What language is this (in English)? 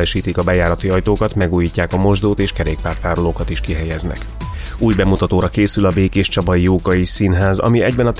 Hungarian